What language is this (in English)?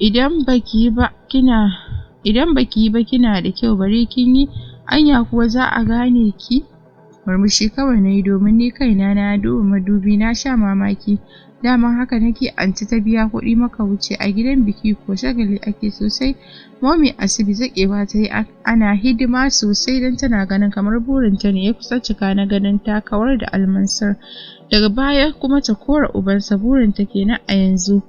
Hausa